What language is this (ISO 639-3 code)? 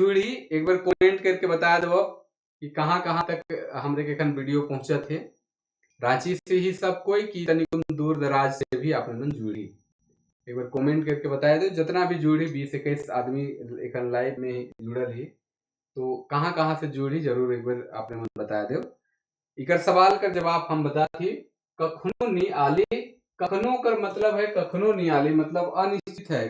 sck